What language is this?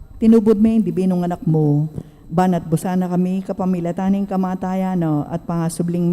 Pampanga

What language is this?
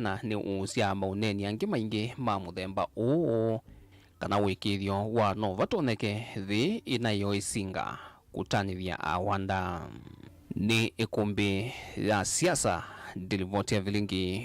Kamba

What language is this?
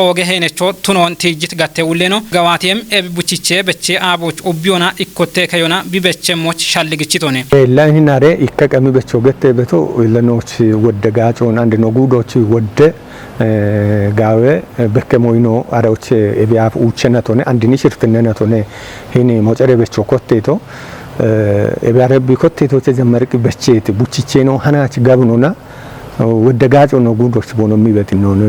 Kafa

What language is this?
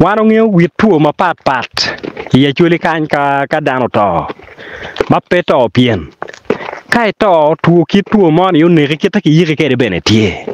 Acoli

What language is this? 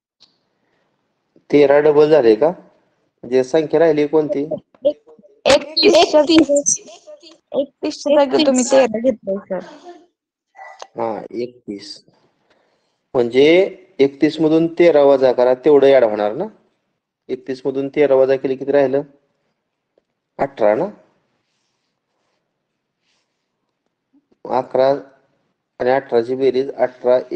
Marathi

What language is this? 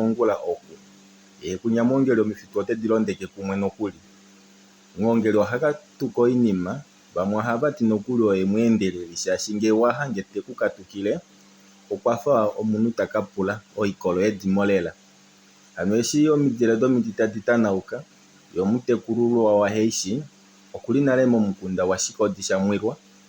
Kuanyama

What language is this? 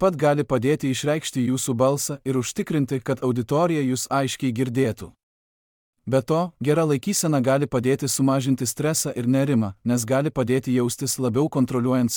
Lithuanian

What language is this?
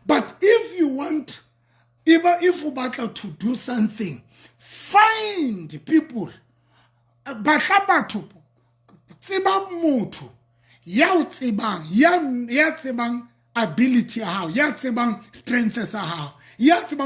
Southern Sotho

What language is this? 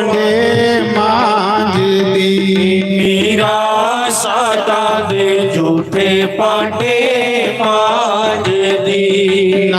Dogri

